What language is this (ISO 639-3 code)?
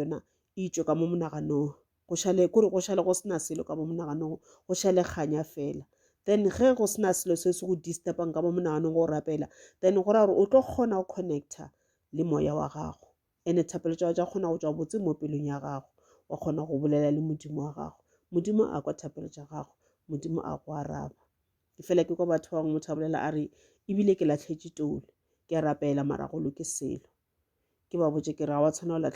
nso